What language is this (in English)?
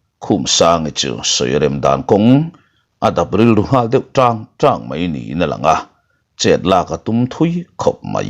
Mizo